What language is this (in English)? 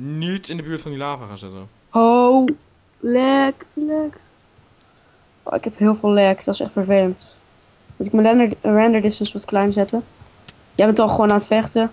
Dutch